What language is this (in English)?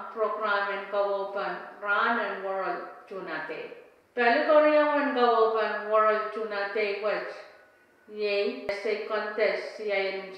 Pohnpeian